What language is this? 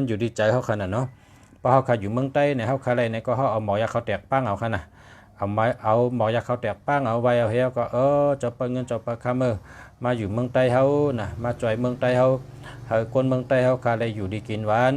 Shan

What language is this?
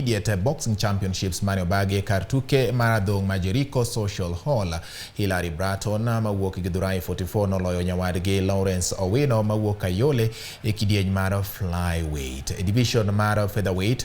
Luo (Kenya and Tanzania)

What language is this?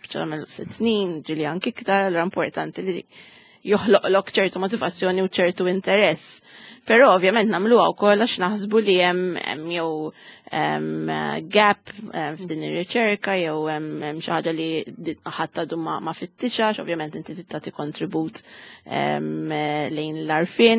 Maltese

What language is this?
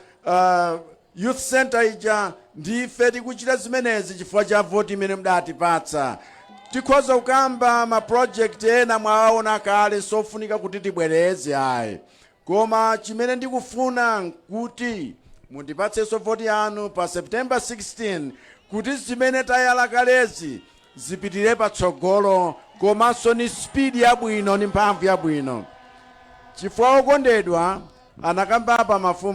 Nyanja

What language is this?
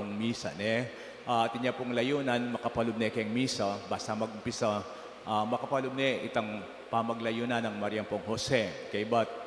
Pampanga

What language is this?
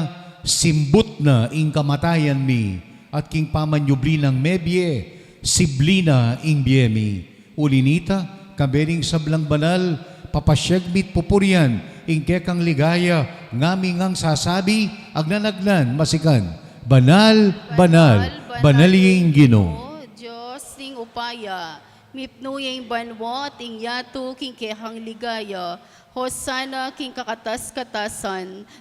Pampanga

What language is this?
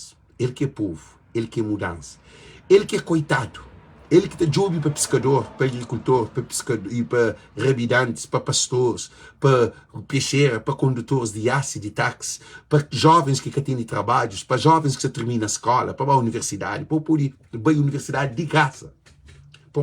Kabuverdianu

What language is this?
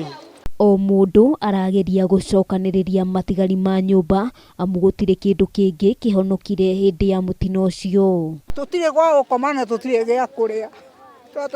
Kikuyu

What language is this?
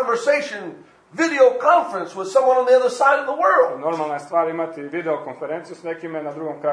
Croatian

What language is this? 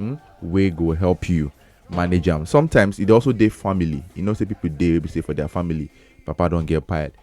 Nigerian Pidgin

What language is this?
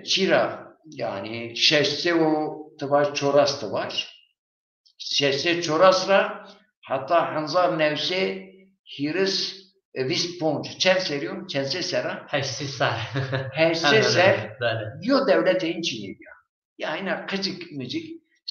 Zaza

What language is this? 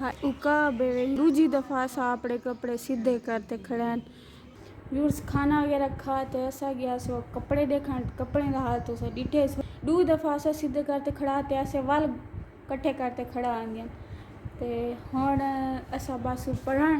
Saraiki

